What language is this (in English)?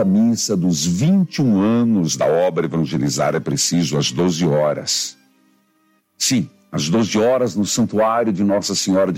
Portuguese